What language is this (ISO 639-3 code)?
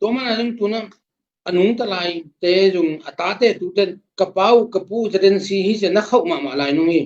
ctd